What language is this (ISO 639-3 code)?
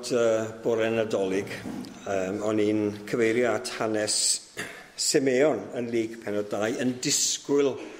cym